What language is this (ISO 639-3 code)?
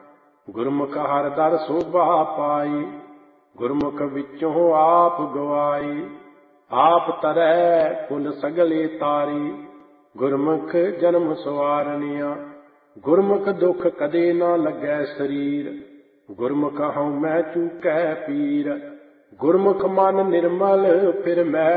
pan